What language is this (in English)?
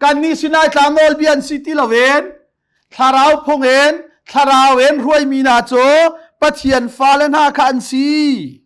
Hakha Chin